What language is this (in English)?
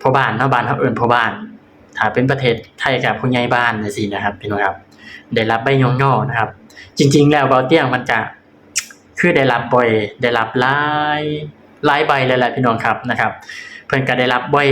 Northeastern Thai